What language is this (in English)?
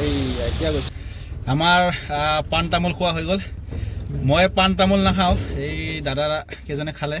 Assamese